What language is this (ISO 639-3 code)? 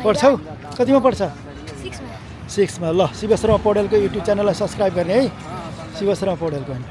nep